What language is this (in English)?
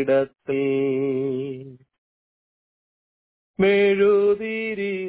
Malayalam